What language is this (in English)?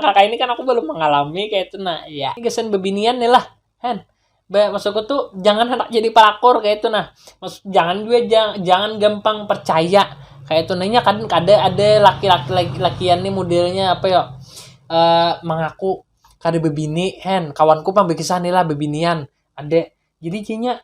Banjar